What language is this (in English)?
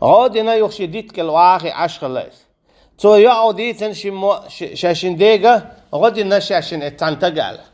Chechen